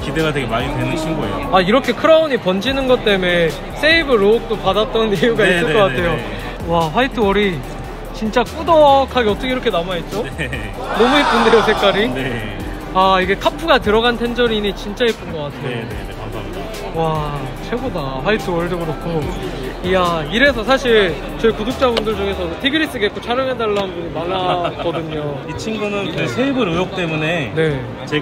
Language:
Korean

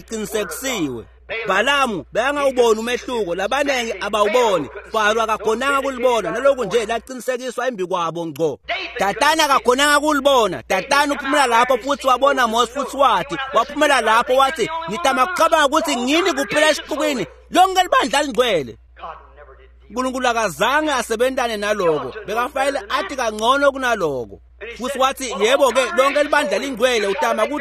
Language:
Swati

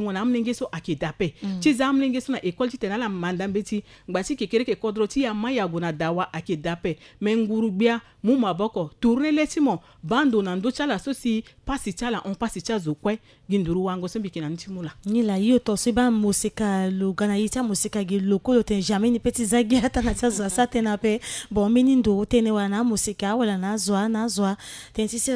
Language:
Sango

